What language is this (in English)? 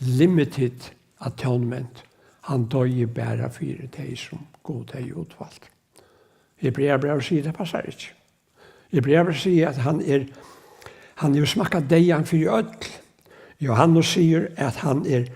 Faroese